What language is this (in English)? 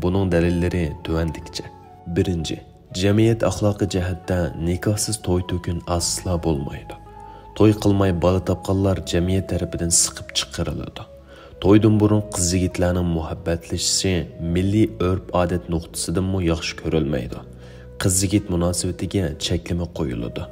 Uyghur